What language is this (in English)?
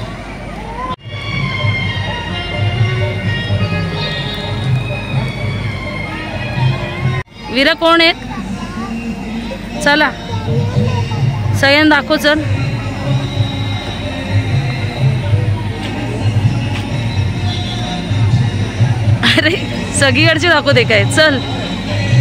Marathi